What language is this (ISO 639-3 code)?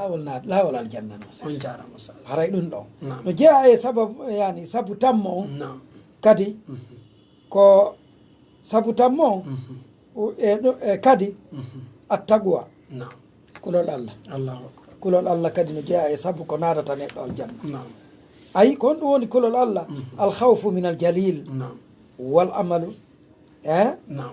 fuf